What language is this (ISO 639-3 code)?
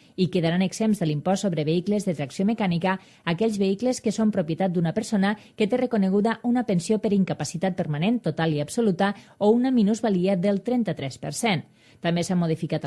cat